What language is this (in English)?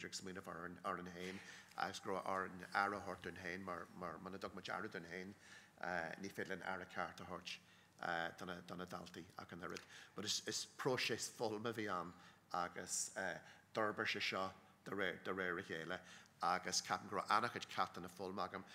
Irish